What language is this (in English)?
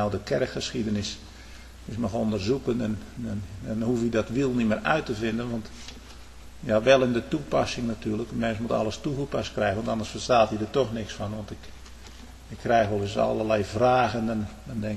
Dutch